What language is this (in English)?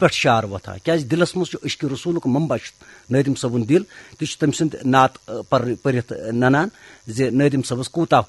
Kashmiri